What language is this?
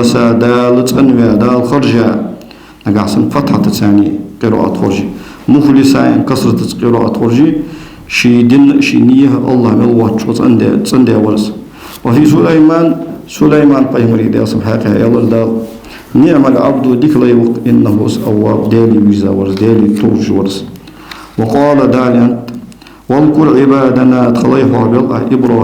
Ingush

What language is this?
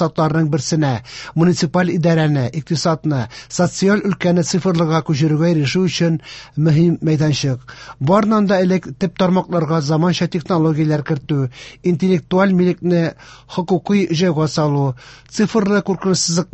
Tatar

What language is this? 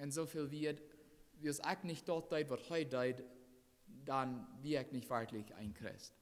Plautdietsch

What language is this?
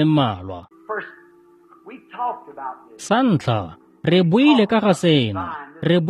Tswana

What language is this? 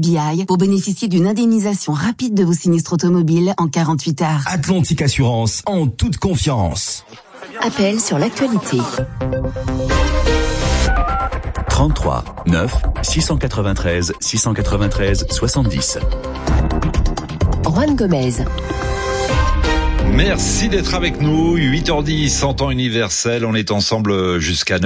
French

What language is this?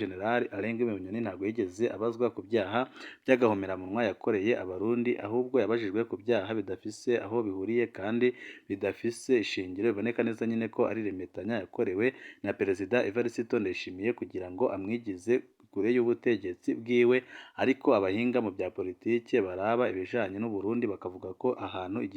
Rundi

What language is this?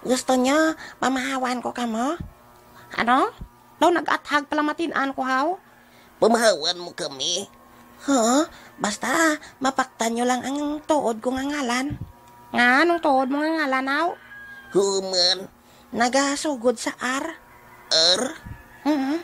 Hiligaynon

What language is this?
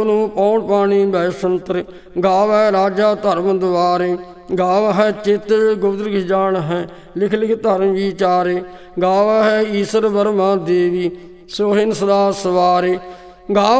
Punjabi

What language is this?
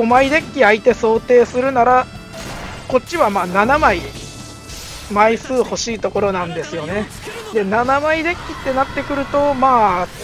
Japanese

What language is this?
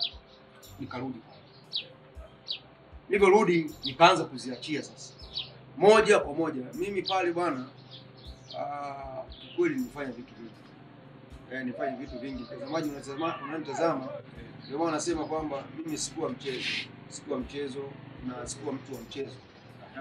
Swahili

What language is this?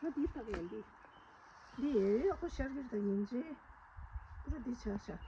Tibetan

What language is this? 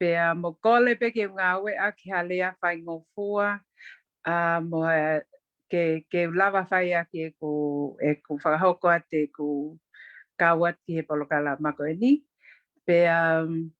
Tongan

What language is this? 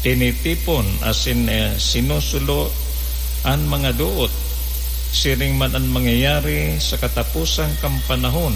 Bikol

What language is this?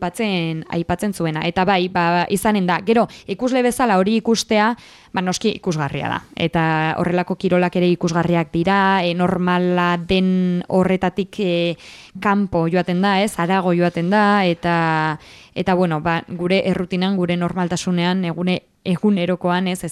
Basque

